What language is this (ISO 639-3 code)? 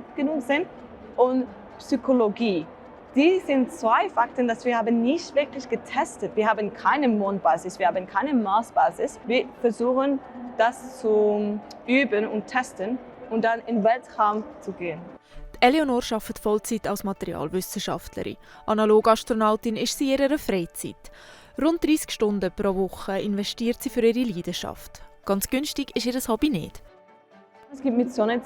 gsw